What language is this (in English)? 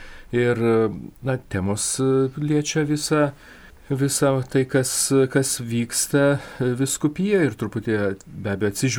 Lithuanian